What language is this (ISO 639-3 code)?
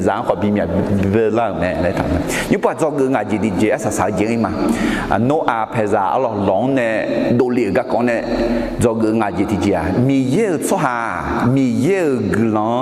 ahk